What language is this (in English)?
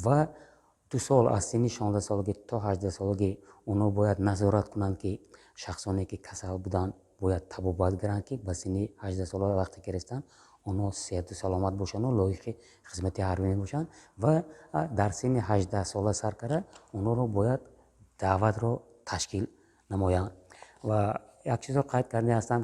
Tajik